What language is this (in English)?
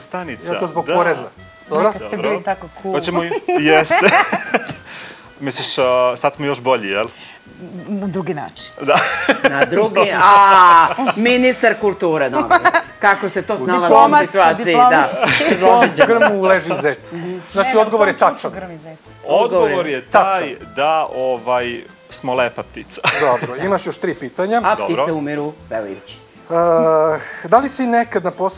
Serbian